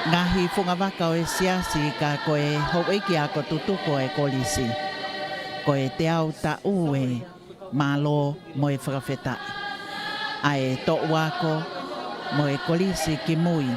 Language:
Tongan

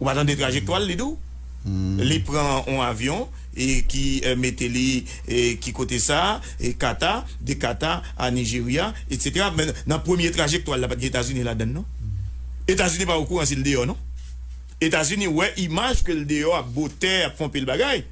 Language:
Haitian Creole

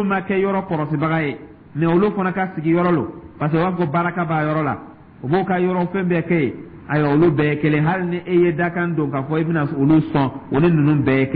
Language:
Dyula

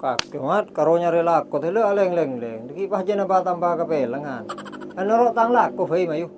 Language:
Madurese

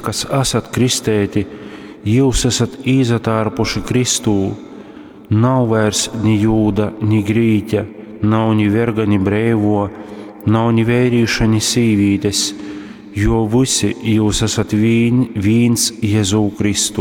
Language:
Latgalian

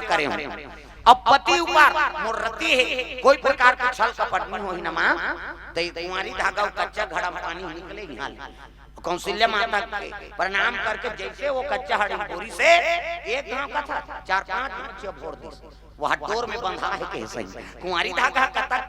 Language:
Chhattisgarhi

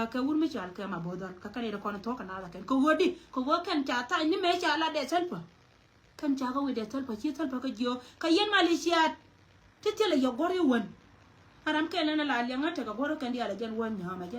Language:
Nuer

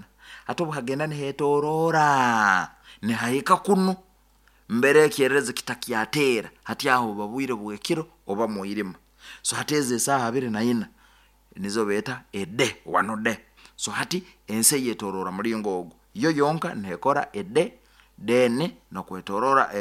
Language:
Nyoro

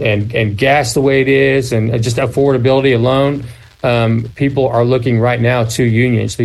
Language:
English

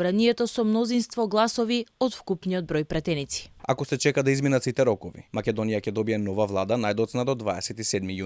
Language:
Macedonian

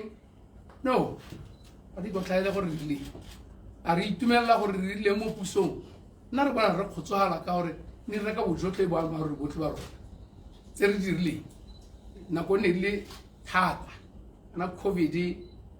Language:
Tswana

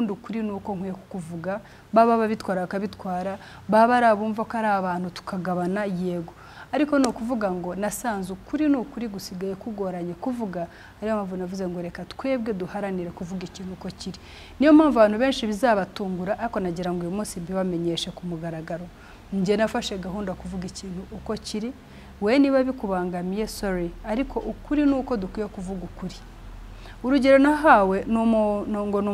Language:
Kinyarwanda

